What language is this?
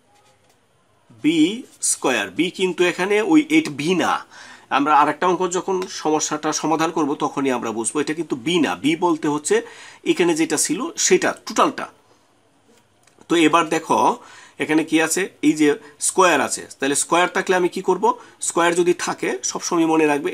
Bangla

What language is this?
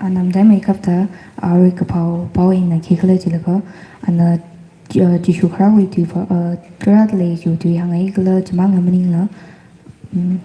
Tangkhul Naga (India)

